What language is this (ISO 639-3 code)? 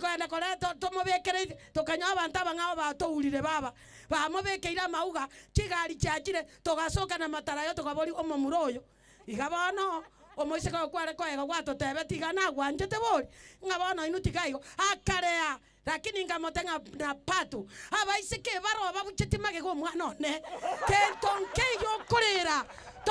guz